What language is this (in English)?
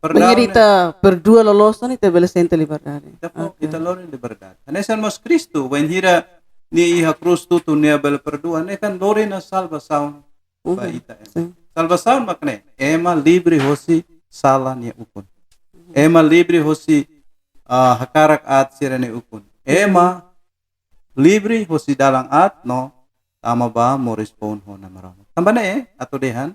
Tetum